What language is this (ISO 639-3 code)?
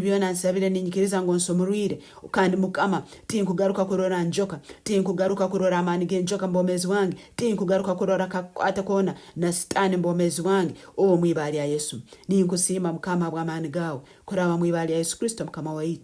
nyn